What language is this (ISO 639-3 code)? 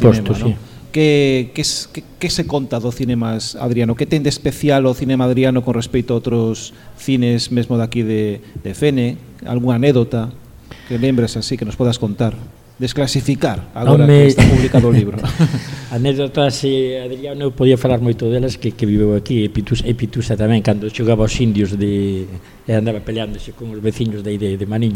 glg